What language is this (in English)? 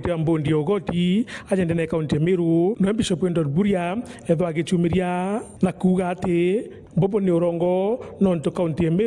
Meru